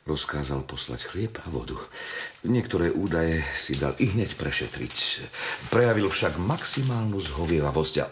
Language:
Slovak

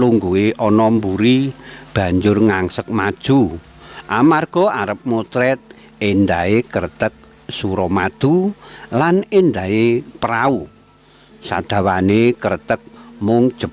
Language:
Javanese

